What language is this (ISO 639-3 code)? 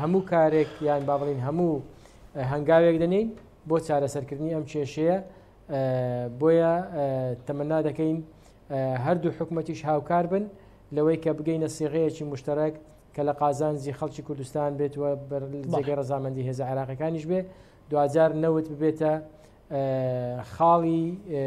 ckb